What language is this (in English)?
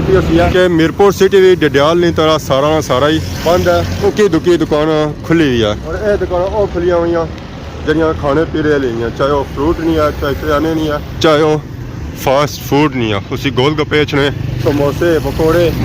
Pahari-Potwari